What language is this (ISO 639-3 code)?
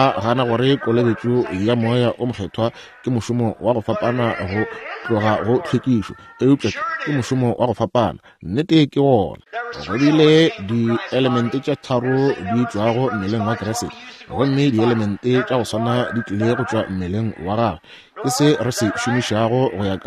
nso